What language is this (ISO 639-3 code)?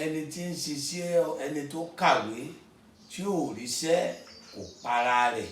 yor